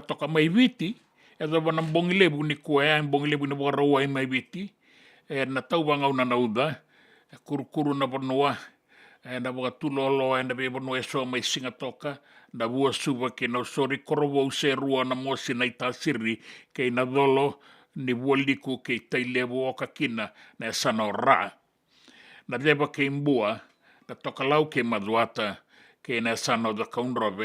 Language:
Fijian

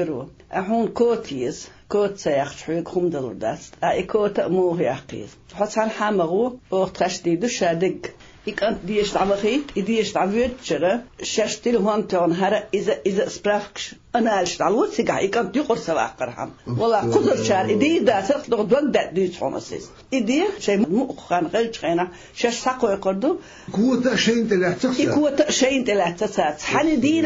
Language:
Chechen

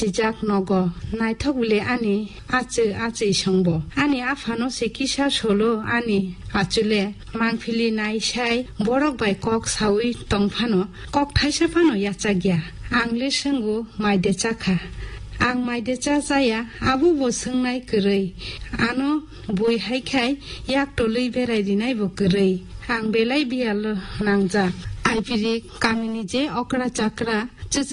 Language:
Kok Borok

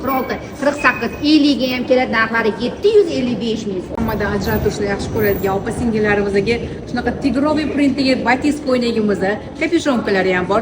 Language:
Uzbek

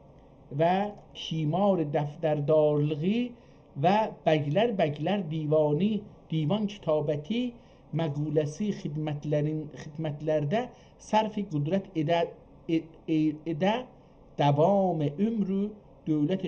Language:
South Azerbaijani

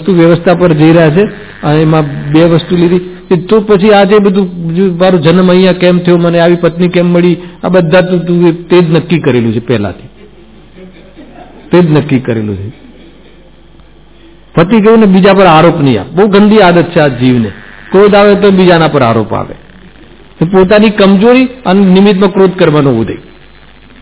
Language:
Gujarati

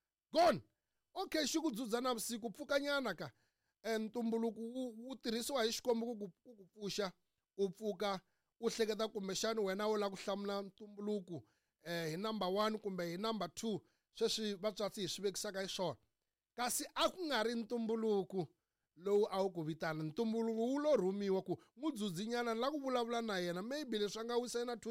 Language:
Tsonga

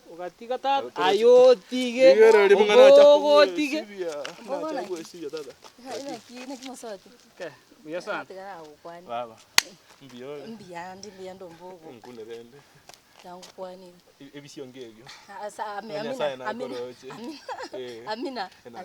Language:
Gusii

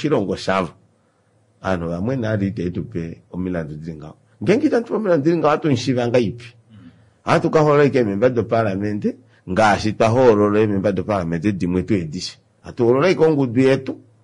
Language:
Kuanyama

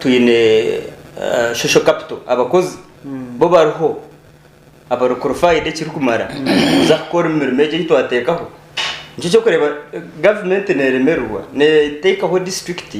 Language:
Nyankole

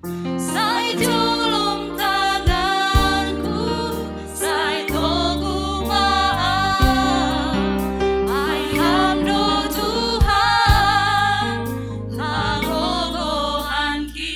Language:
Batak Simalungun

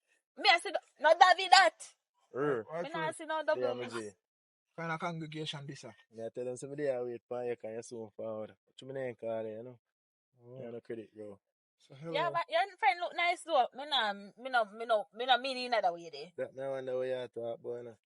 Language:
Jamaican Creole English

